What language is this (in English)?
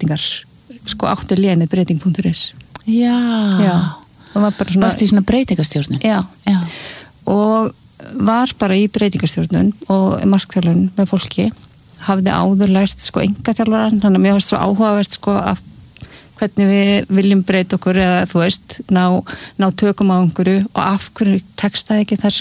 Icelandic